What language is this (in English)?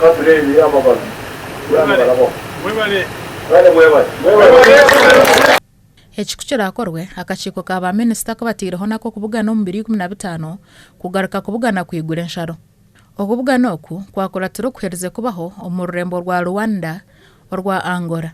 Nyankole